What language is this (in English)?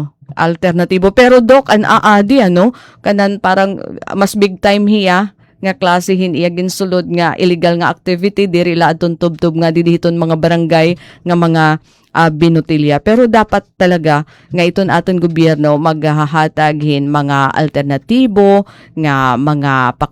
Waray